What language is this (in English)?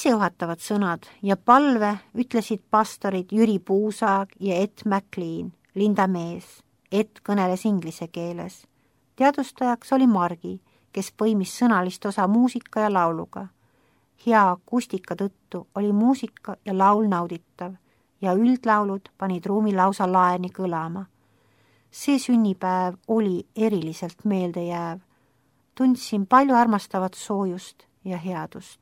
Estonian